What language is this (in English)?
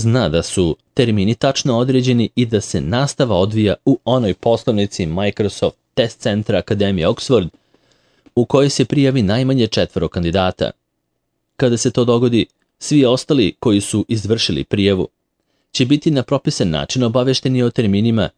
Serbian